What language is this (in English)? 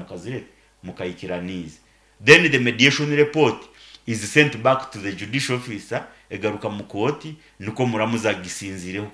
Nyankole